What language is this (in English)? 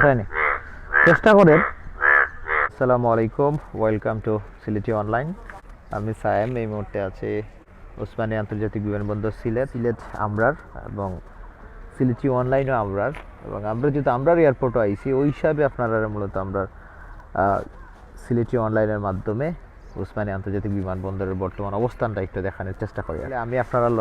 Sylheti